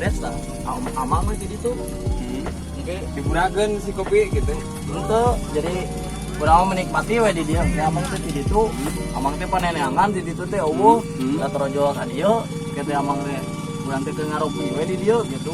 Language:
Sundanese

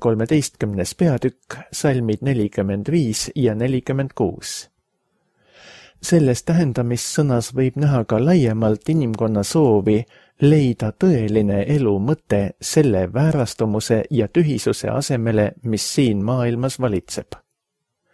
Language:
Estonian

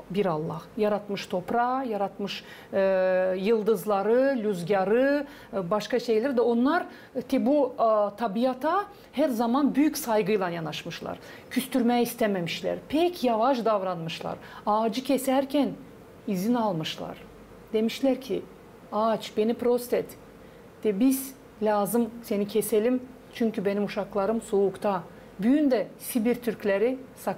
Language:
Gagauz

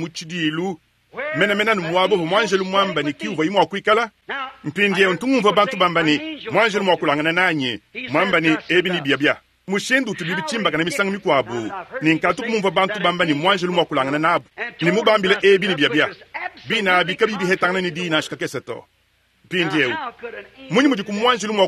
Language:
Luba-Lulua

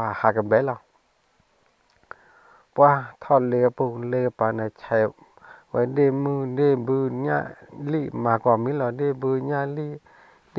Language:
S'gaw Karen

